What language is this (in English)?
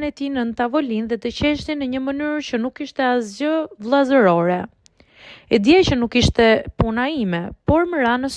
Albanian